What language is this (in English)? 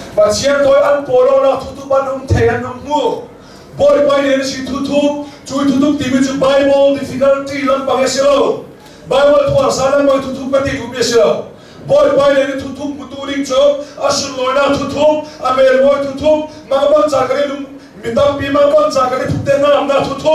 Hakha Chin